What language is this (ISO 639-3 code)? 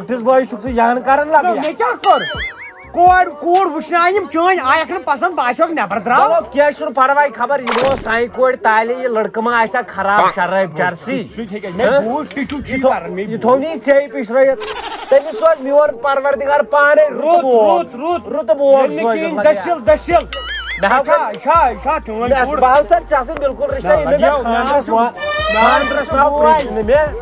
kas